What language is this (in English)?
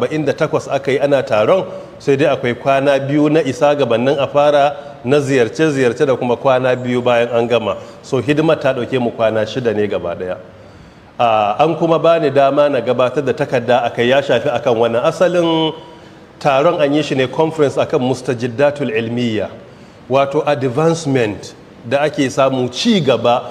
Hausa